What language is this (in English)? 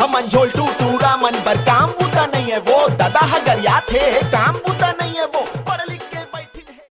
Chhattisgarhi